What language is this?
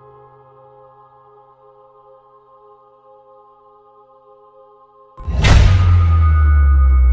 Tajik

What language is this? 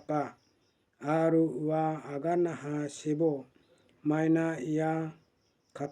Garo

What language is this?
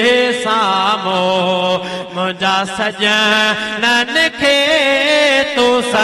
Sindhi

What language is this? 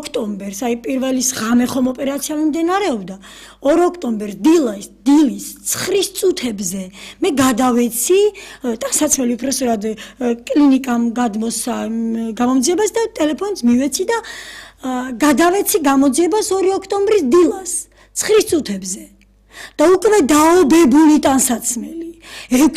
Georgian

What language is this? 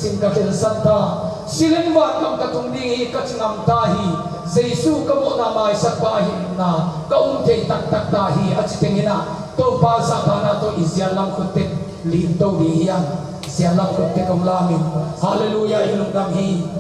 Tedim Chin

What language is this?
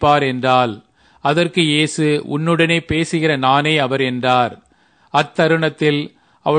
Tamil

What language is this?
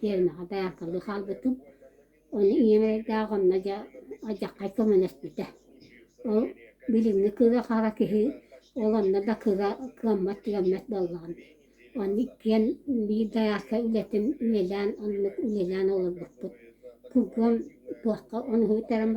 Yakut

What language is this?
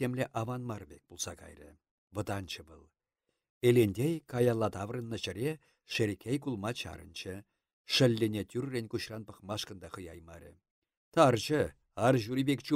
Chuvash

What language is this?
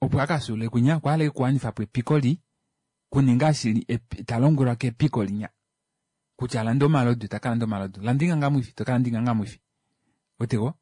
Kuanyama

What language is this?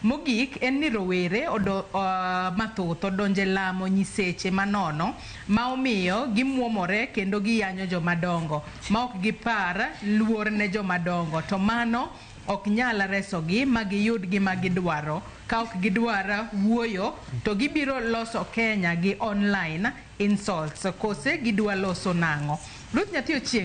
Luo (Kenya and Tanzania)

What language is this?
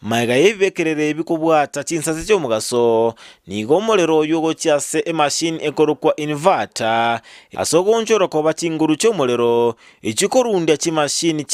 Gusii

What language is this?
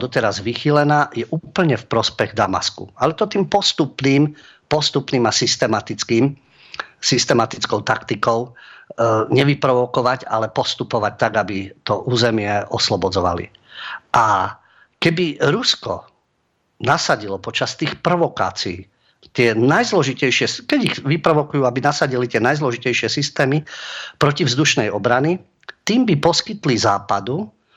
Slovak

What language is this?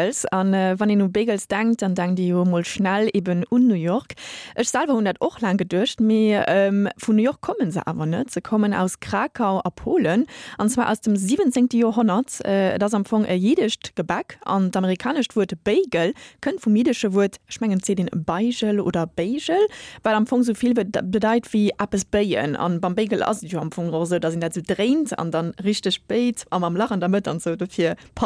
Luxembourgish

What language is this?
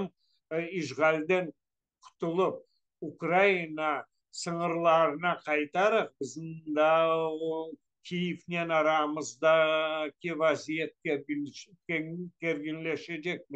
Crimean Tatar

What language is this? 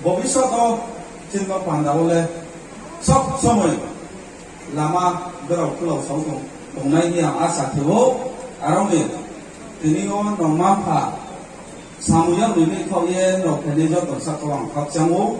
Riang (India)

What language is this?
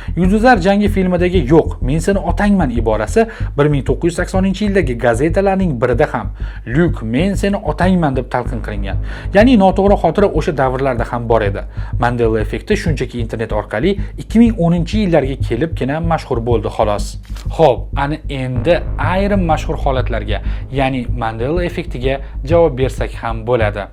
Uzbek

